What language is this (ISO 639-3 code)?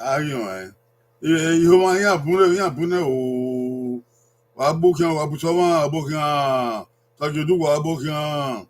bin